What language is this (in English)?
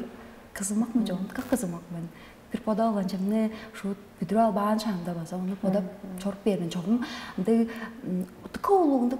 Tuvinian